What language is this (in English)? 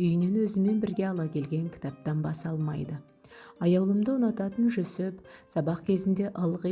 Kazakh